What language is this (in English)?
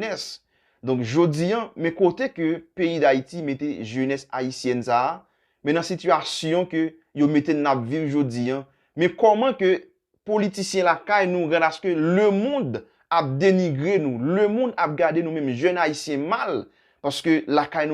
Haitian Creole